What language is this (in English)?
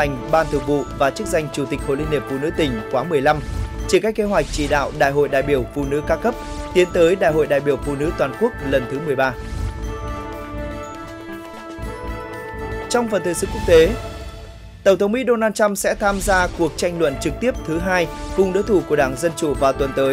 Vietnamese